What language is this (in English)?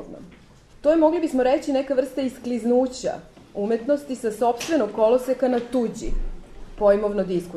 Serbian